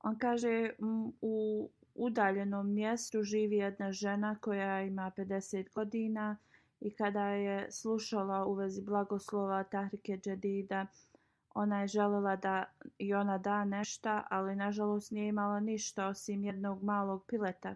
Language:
Bosnian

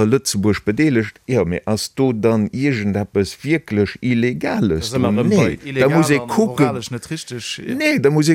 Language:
Luxembourgish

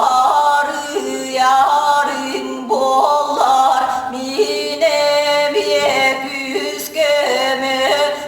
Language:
Yakut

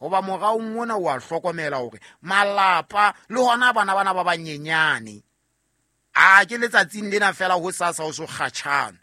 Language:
Southern Sotho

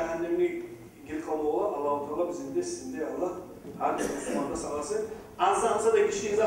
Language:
Kumyk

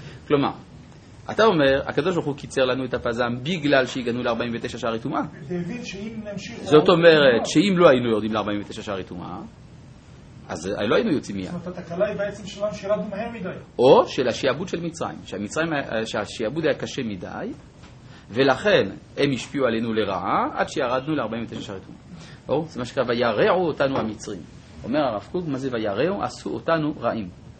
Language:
Hebrew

